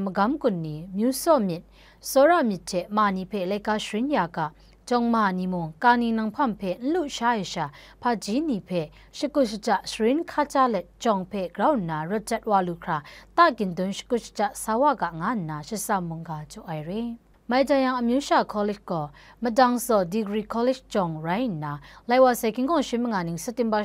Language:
Kachin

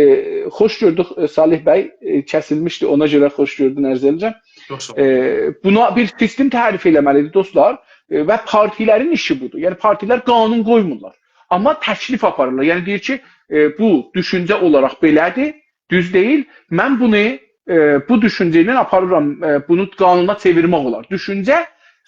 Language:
South Azerbaijani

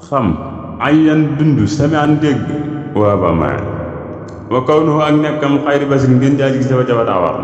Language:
Wolof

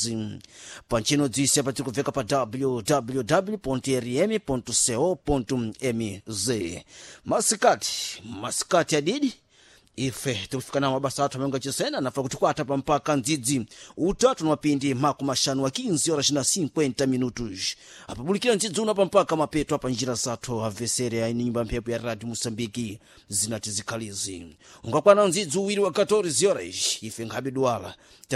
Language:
Sena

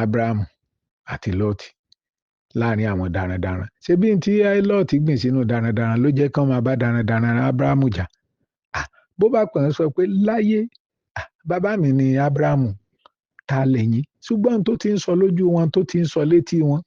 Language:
Yoruba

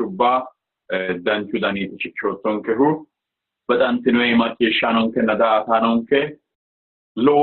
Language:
Sidamo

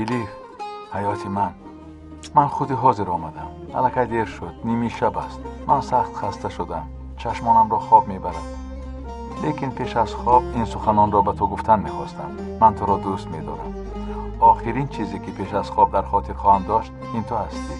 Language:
Tajik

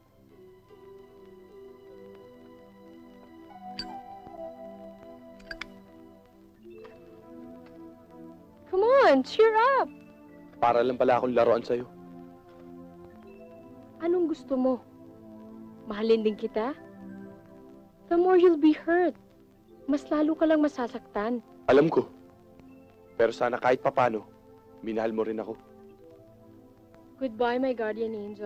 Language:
Filipino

